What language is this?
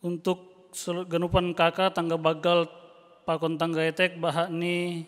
Batak Simalungun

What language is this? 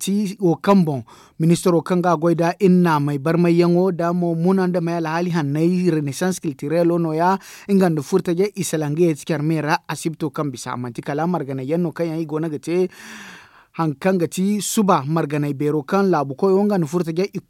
Zarma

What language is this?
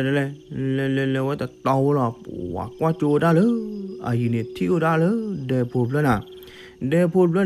S'gaw Karen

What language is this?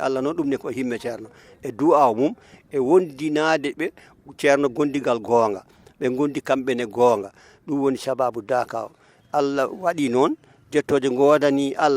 Fula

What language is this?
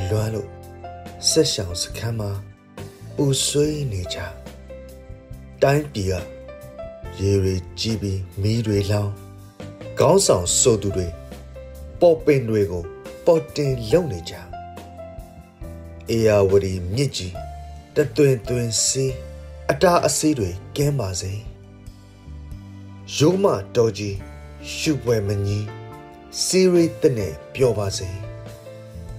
Burmese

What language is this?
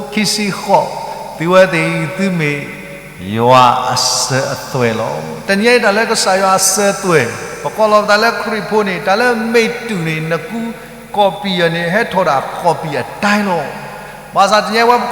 S'gaw Karen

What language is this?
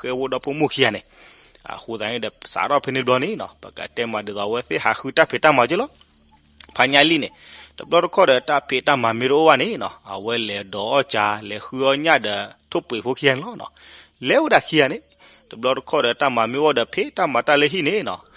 S'gaw Karen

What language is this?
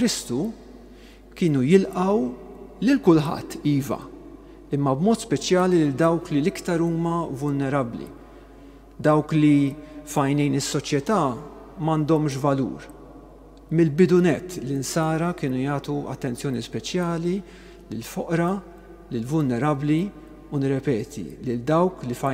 Maltese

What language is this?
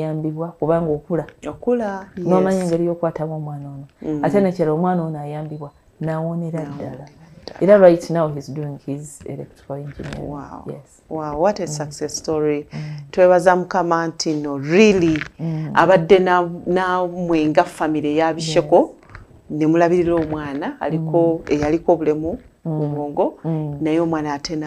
Ganda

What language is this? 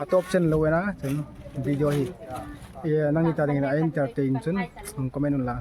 Hmar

